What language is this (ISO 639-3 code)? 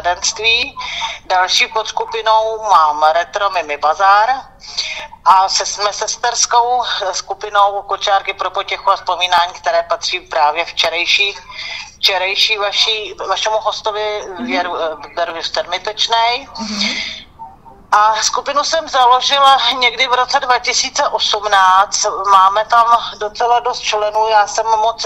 ces